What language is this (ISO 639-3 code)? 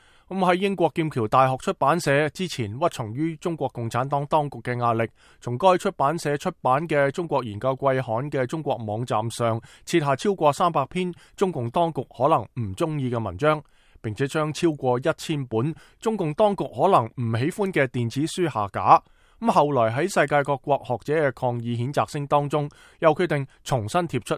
yue